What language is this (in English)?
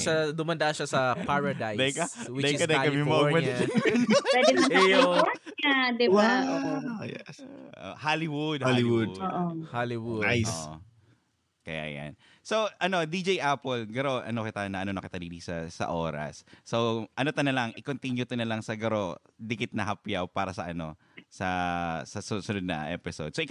Bikol